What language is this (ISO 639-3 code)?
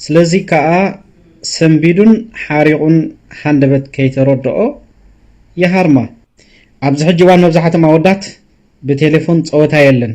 tir